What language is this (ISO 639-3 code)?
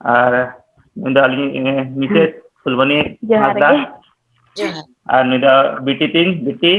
sat